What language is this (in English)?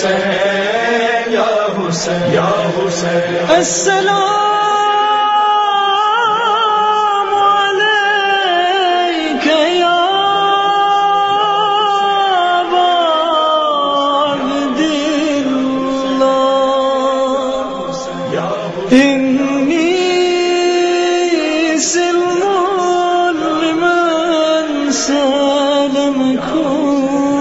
Urdu